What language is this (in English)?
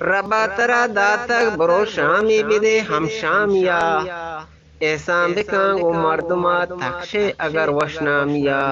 Eastern Balochi